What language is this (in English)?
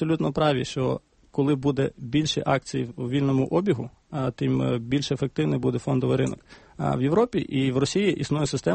Ukrainian